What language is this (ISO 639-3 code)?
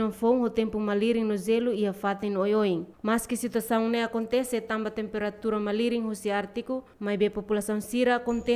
tet